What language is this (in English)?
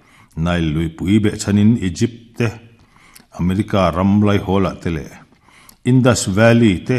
Mizo